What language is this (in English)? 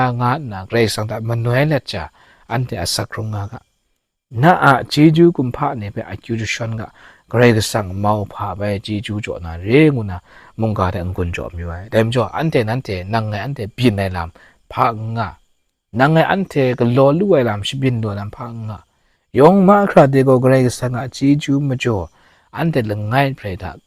Kachin